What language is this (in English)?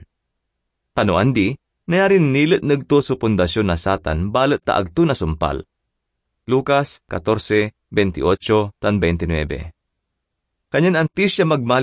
Pangasinan